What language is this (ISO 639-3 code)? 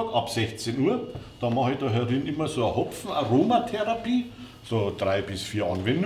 bar